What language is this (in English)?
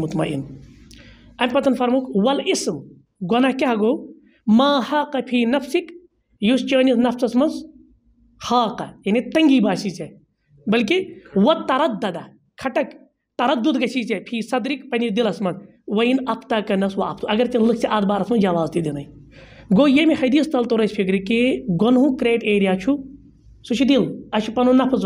Kashmiri